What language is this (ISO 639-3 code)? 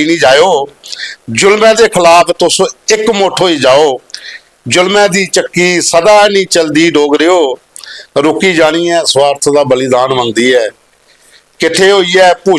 doi